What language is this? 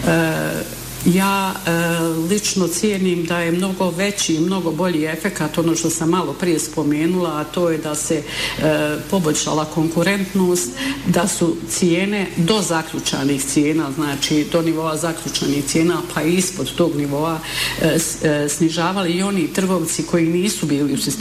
Bosnian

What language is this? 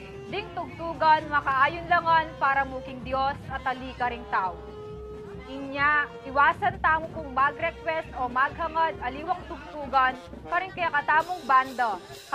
Pampanga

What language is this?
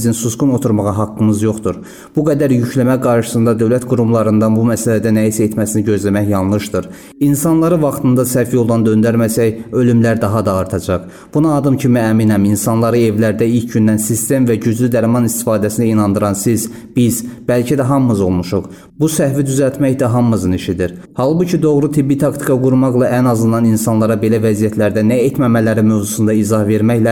Azerbaijani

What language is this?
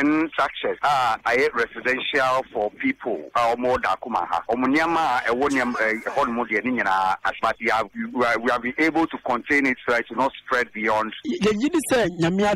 Akan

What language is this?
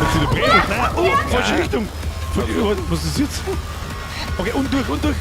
Bavarian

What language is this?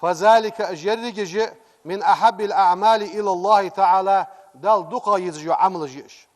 Ingush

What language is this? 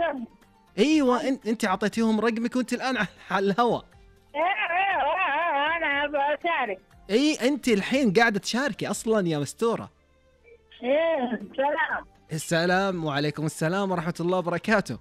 Najdi Arabic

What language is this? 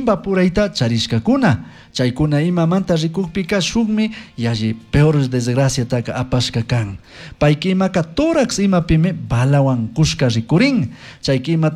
Chimborazo Highland Quichua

